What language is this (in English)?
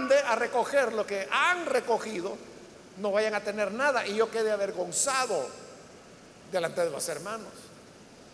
Spanish